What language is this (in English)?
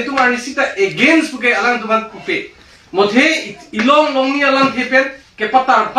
Karbi